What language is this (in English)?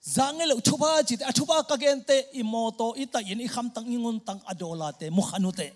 Tedim Chin